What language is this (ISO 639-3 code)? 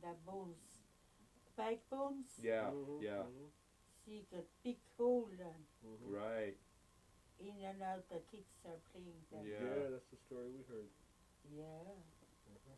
esu